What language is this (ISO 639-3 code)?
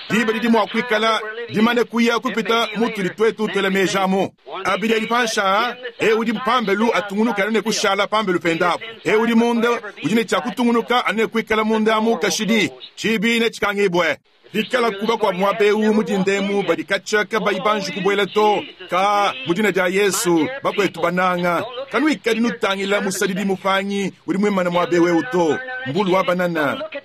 lua